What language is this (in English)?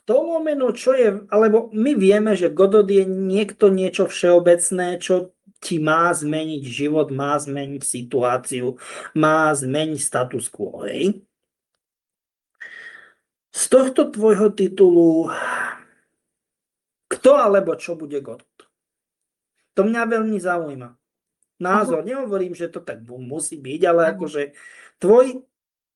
Slovak